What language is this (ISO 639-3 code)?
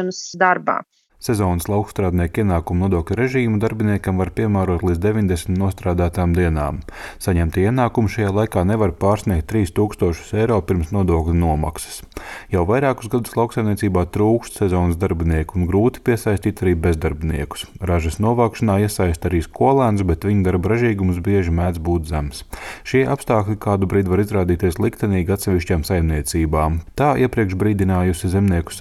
lav